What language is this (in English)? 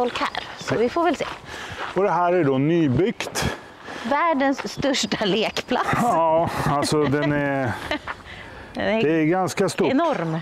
Swedish